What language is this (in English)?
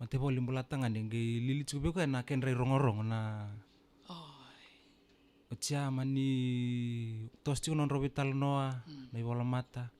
Fijian